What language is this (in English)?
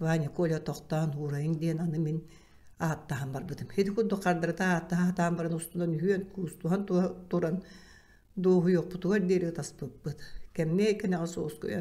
Yakut